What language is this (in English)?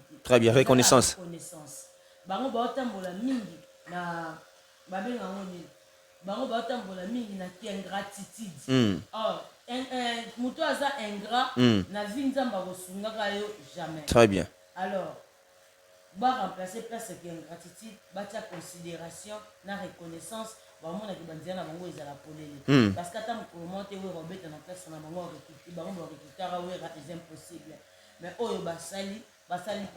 Lingala